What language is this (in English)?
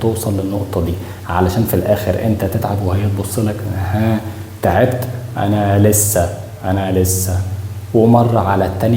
Egyptian Arabic